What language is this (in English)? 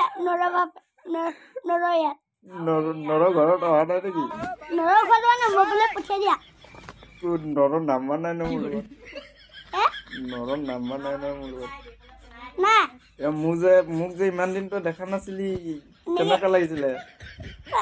Assamese